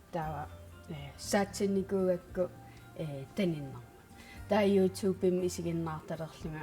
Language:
Kalaallisut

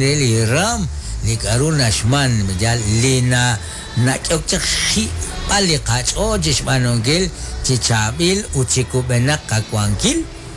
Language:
Kekchí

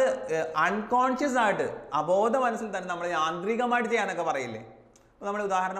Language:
Malayalam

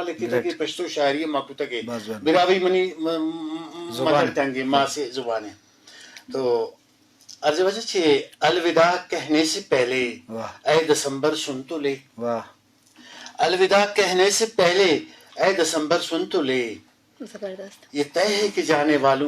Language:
Brahui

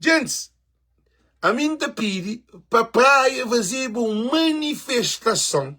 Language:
Kabuverdianu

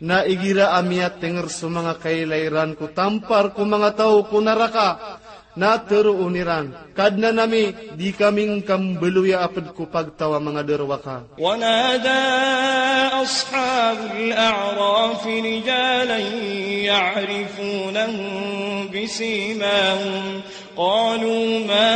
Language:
Maranao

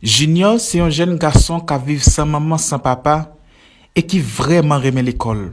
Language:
Haitian Creole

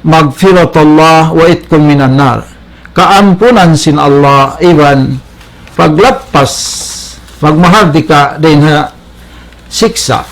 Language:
Tausug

